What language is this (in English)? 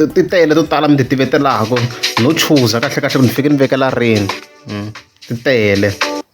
Tsonga